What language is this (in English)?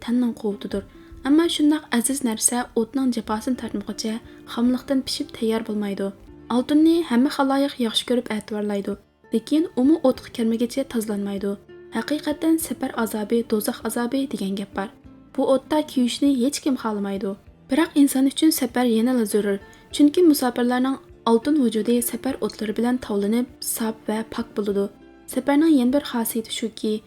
Uyghur